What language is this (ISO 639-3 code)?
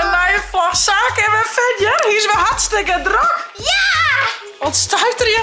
fry